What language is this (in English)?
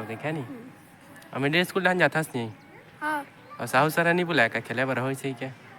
Chhattisgarhi